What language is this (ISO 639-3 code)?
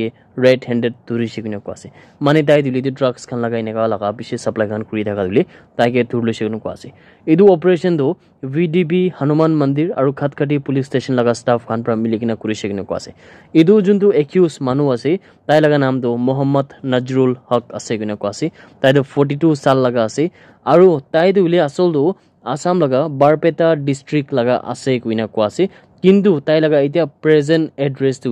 nag